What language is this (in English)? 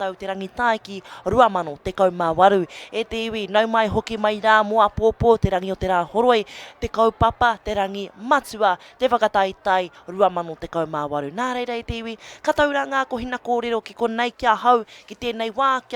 Māori